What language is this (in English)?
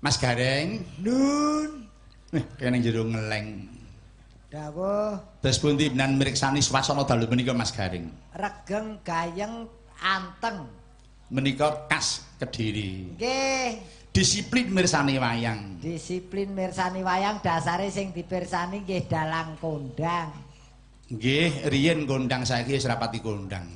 Javanese